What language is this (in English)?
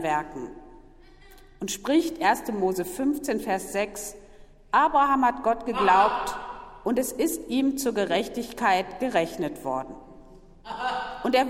German